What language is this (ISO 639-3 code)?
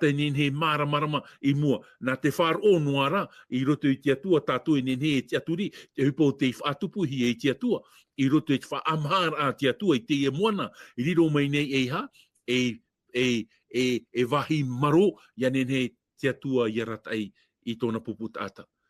tah